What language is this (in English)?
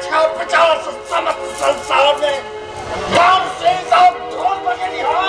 Maithili